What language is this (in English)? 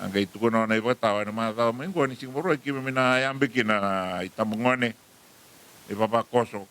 Fijian